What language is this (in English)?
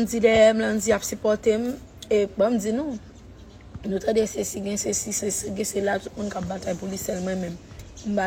Haitian Creole